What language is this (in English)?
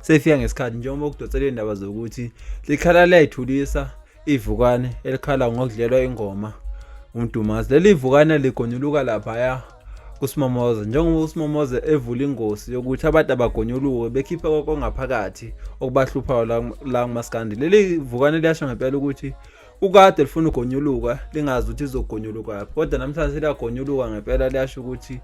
Zulu